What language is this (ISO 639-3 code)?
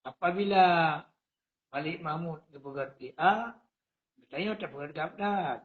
ace